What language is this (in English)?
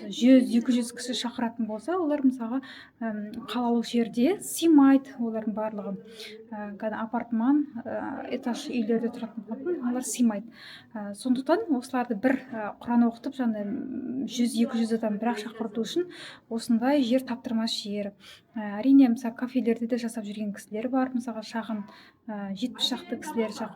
Kazakh